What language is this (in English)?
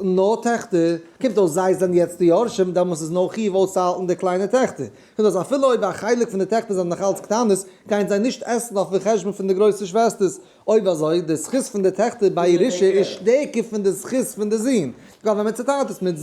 Yiddish